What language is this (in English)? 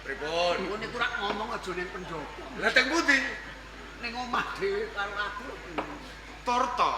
Javanese